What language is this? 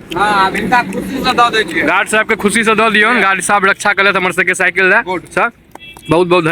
Maithili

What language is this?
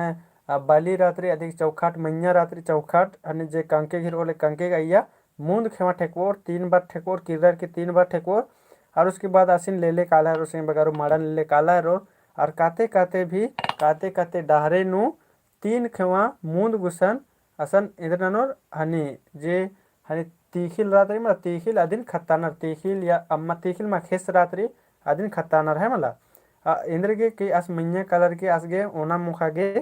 Kurukh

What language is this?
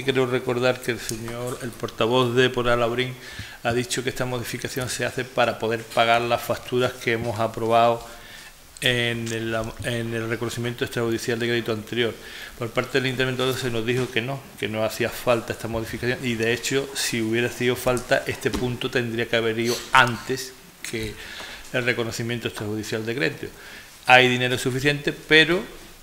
Spanish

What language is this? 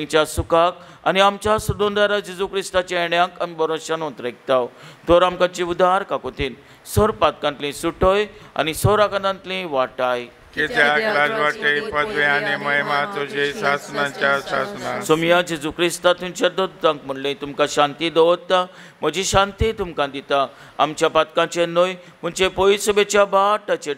Konkani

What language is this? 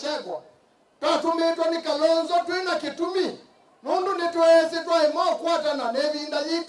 Kamba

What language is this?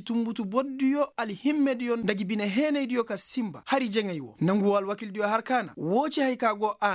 Koyraboro Senni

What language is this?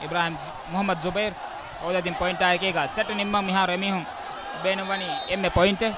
Divehi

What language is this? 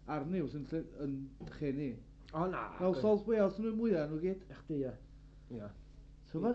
Welsh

